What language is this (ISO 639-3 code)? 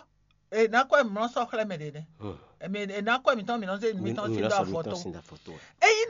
fon